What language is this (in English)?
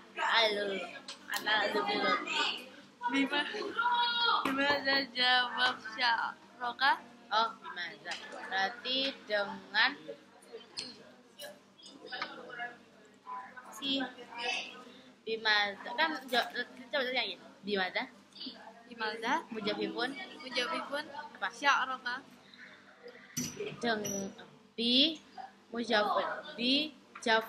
Indonesian